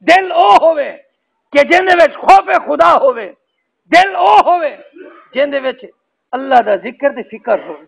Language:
Saraiki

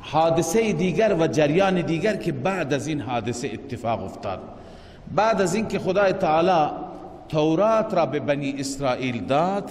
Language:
Persian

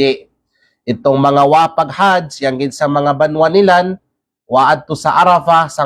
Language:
Kalagan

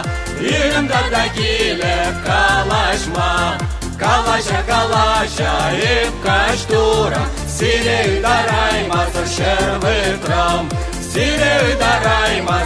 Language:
Chuvash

